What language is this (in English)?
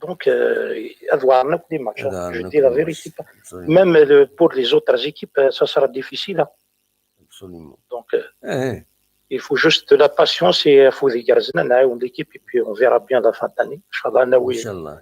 Kabyle